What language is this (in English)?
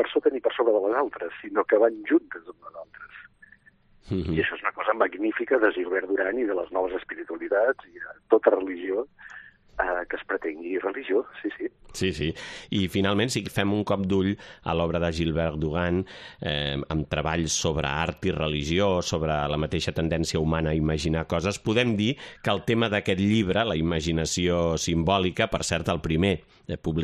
Catalan